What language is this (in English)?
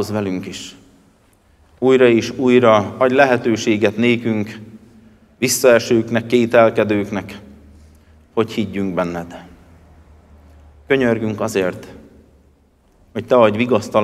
Hungarian